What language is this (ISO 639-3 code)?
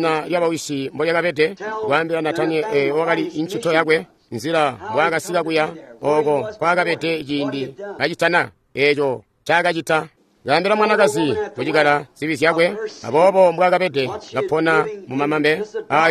toi